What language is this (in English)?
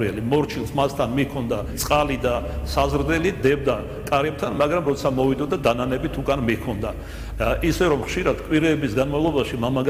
Georgian